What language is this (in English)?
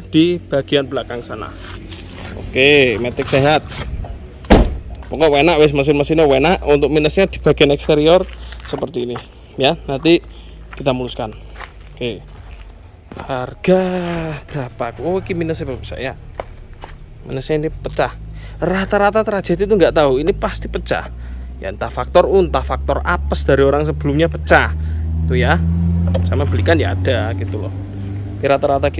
Indonesian